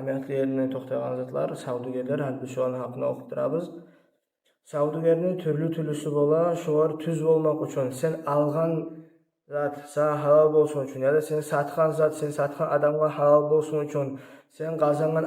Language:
Kumyk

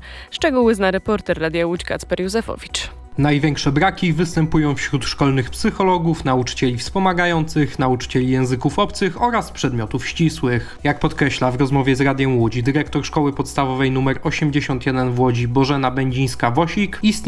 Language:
Polish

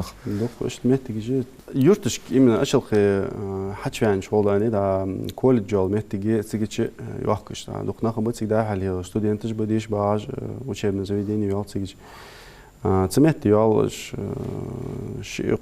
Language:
Ingush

